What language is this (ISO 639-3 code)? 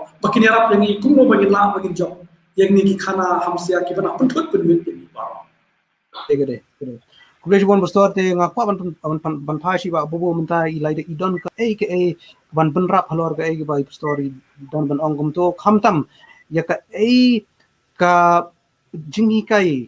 kha